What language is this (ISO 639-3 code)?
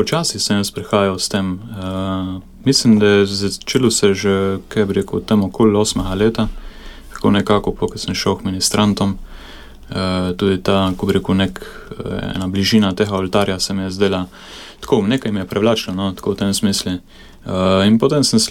slv